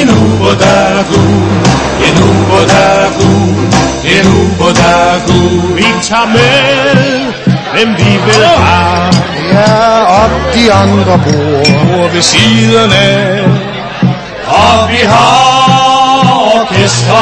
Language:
Danish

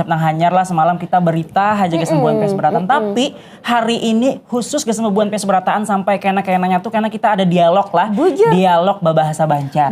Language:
Banjar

